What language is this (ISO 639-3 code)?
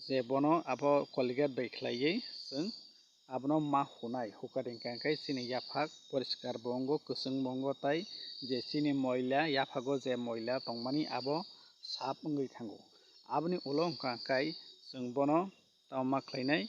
trp